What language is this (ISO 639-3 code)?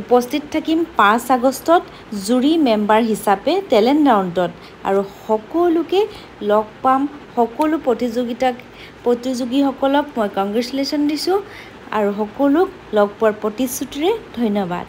asm